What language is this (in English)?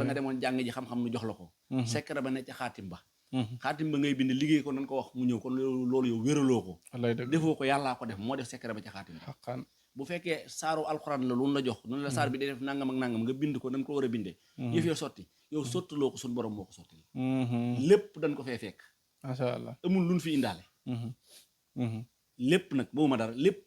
Wolof